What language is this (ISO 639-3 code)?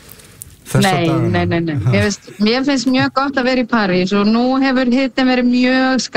isl